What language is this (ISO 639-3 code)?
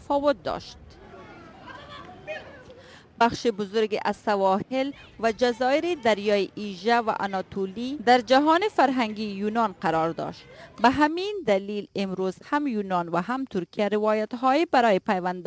fas